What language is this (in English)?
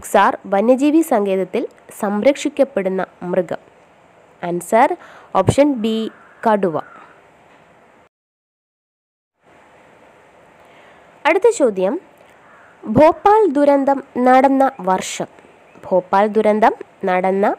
Malayalam